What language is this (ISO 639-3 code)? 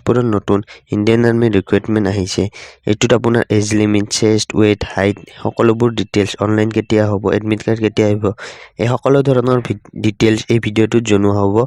asm